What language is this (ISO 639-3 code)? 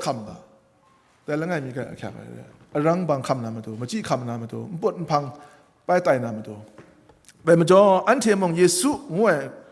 kac